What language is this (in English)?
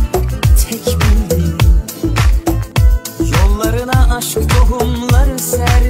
Turkish